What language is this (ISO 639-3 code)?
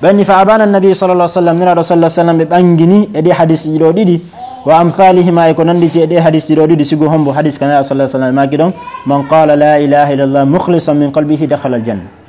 ful